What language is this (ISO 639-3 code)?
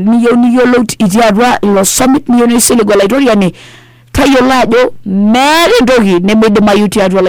mas